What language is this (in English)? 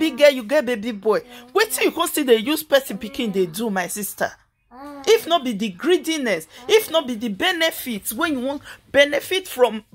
Nigerian Pidgin